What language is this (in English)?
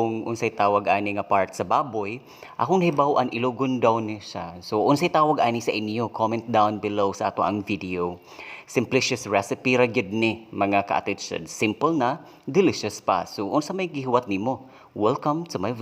Cebuano